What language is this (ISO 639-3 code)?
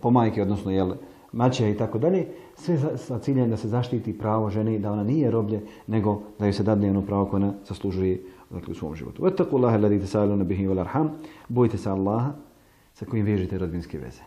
bos